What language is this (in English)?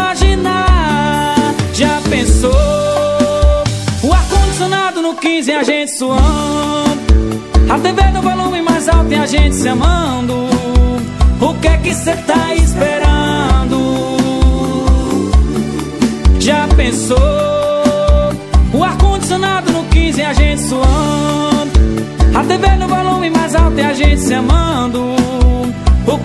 Portuguese